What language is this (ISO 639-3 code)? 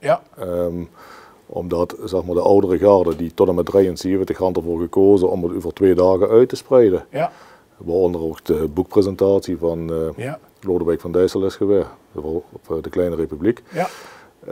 lim